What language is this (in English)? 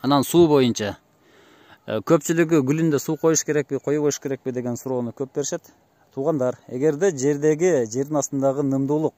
Kyrgyz